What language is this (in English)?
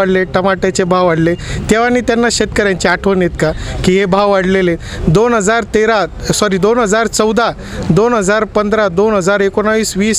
Marathi